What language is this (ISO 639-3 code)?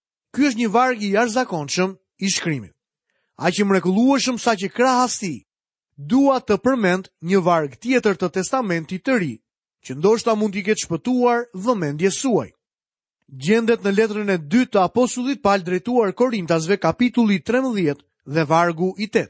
sqi